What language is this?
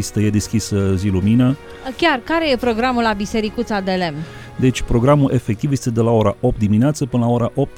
Romanian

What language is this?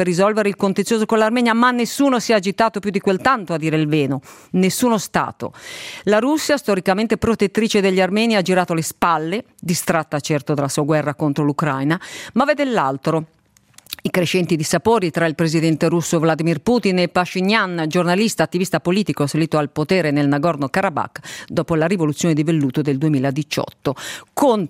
Italian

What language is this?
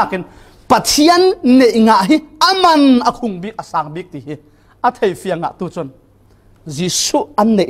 Falam Chin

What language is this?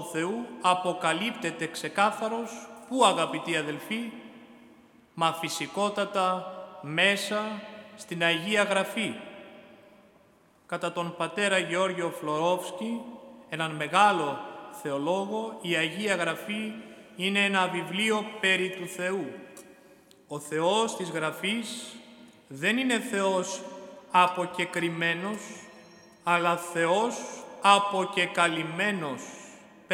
Greek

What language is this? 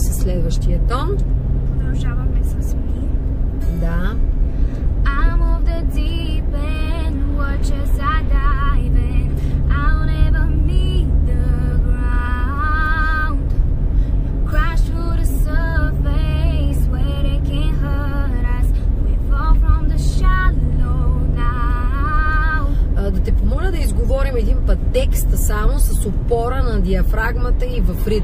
Bulgarian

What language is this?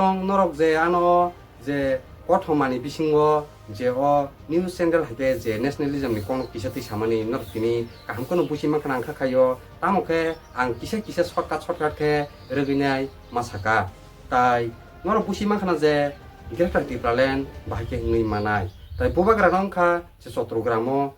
Kok Borok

